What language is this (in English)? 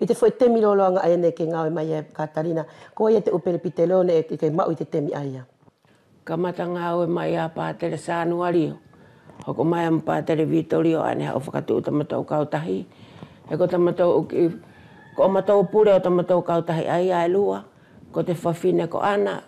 Wallisian